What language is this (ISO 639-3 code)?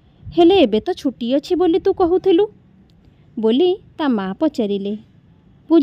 ori